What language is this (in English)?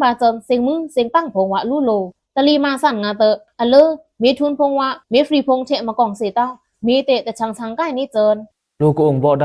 Pa'o Karen